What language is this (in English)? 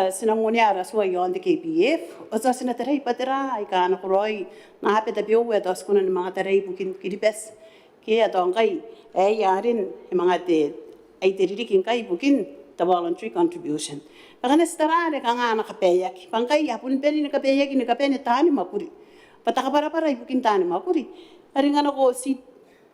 Gilbertese